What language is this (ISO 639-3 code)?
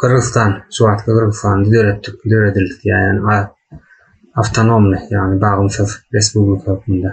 tuk